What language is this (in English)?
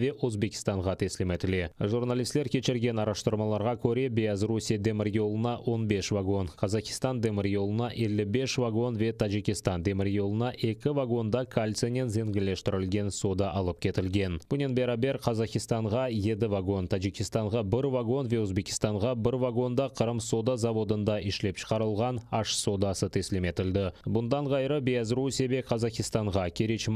Crimean Tatar